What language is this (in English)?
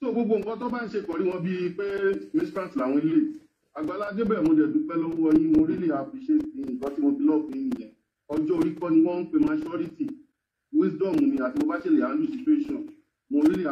Yoruba